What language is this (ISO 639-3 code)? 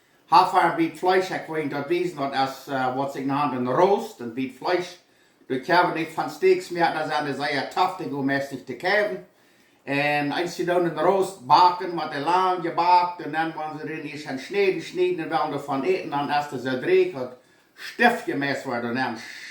pdt